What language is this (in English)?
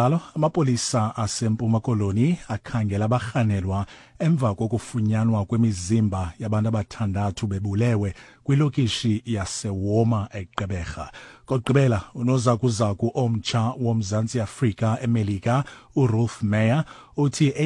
Xhosa